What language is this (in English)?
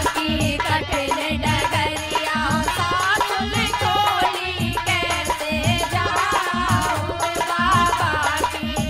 Bhojpuri